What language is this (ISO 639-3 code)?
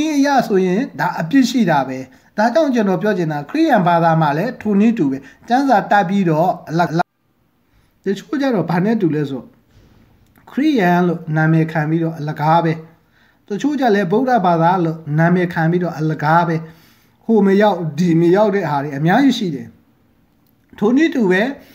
mya